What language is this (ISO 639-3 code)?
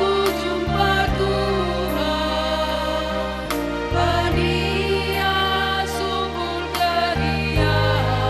btx